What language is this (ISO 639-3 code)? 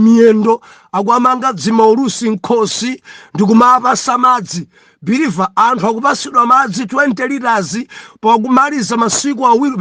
nya